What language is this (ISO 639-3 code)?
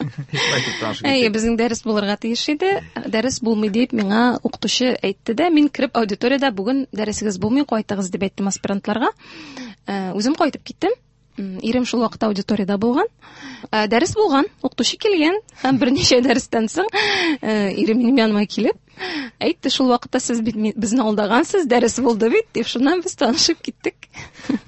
tat